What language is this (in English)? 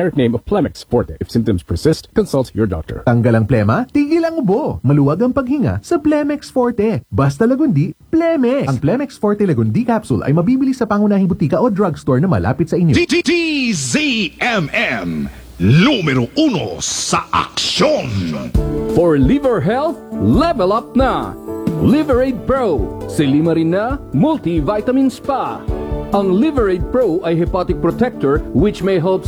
Filipino